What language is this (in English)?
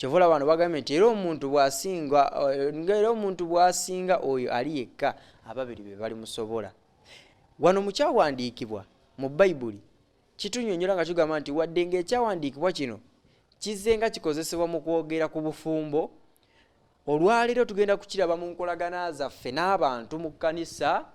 Ganda